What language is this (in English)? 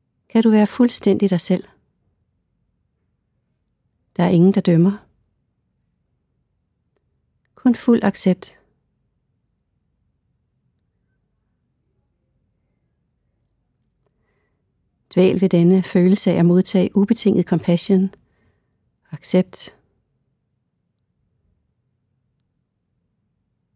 Danish